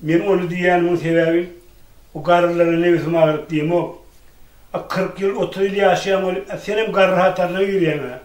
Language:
Turkmen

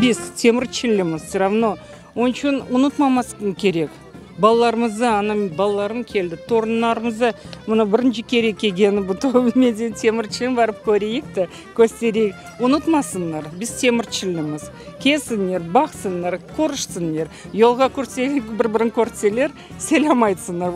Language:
Crimean Tatar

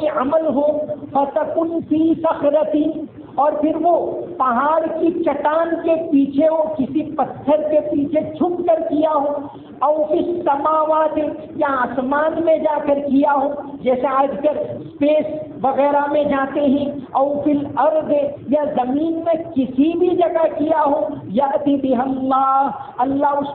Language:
Urdu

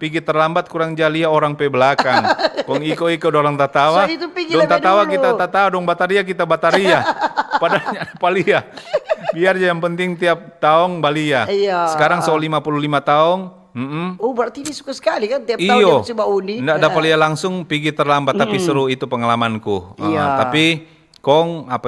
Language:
Manado Malay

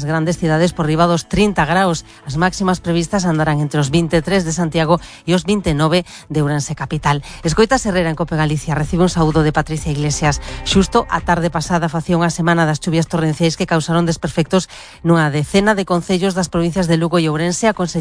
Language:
Galician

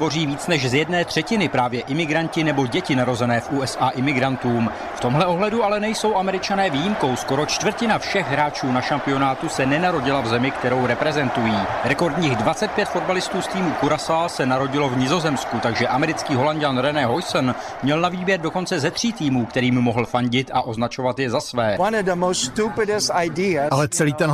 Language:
Czech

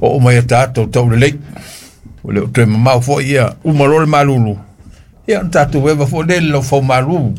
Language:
Samoan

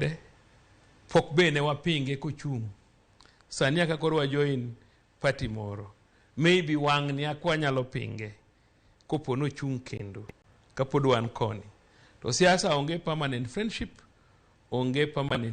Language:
Luo (Kenya and Tanzania)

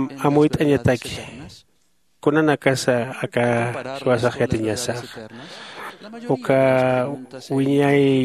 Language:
Aymara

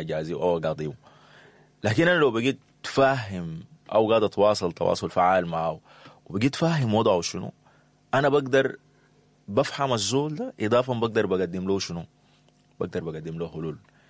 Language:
Sudanese Arabic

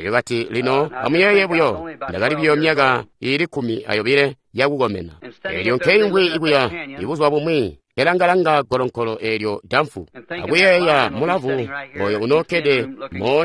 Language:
Tonga (Zambia)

